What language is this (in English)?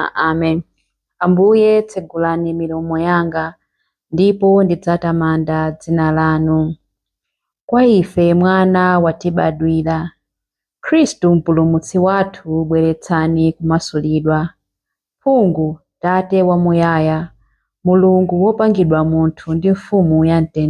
Nyanja